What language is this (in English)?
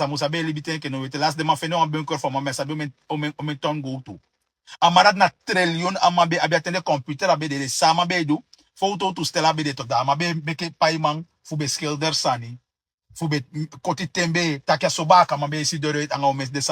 Sranan Tongo